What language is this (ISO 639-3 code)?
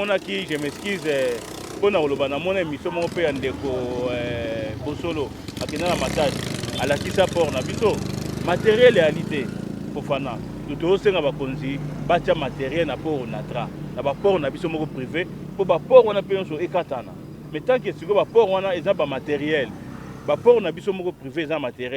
lin